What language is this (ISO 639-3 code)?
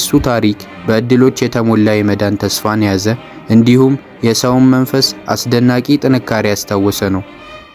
amh